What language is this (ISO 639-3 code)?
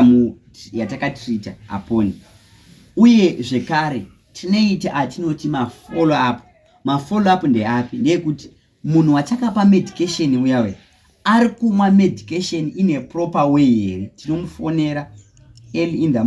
sna